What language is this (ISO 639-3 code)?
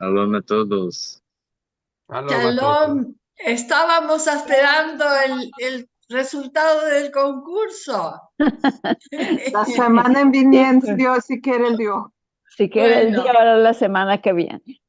lad